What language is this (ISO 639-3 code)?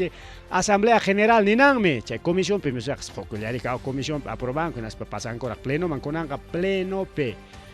quy